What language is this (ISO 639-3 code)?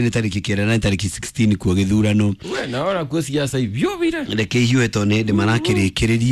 kik